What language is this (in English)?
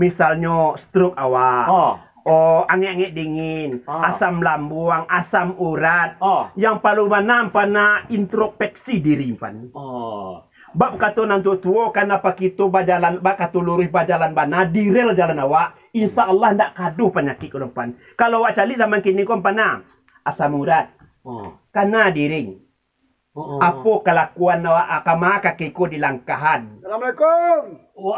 Minangkabau